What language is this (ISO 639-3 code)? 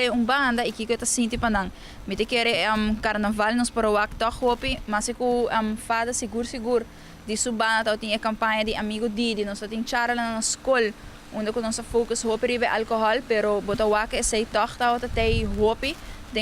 pap